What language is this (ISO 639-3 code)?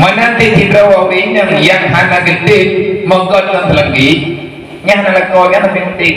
ace